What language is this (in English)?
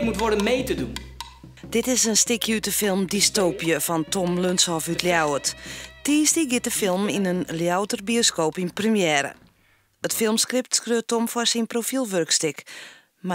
Western Frisian